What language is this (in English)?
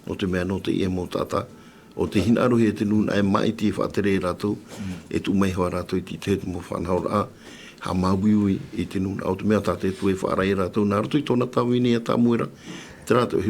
Tahitian